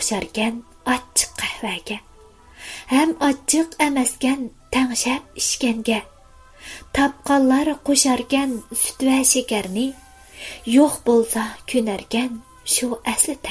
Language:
Uyghur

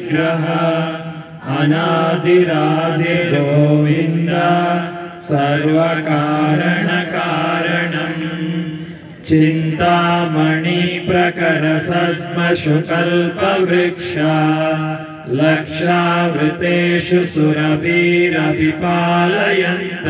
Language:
Kannada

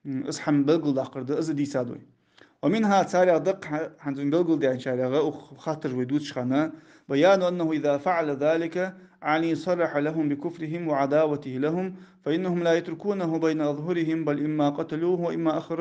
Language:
Ingush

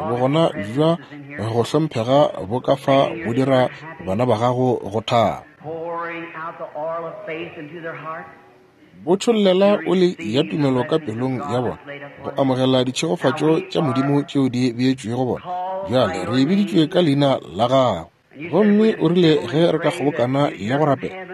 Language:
Northern Sotho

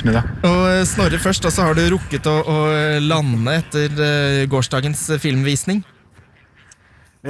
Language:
Norwegian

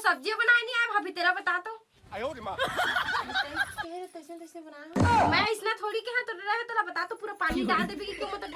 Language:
Chhattisgarhi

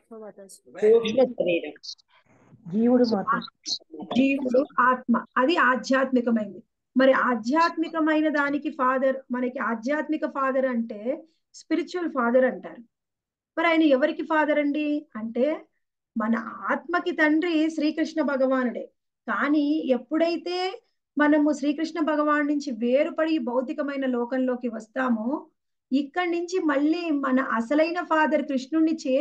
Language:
Telugu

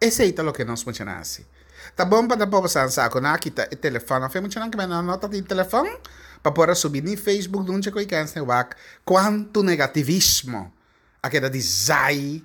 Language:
Papiamento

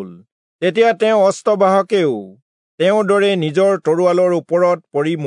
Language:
Assamese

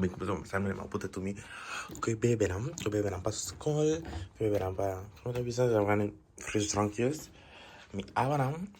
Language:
Papiamento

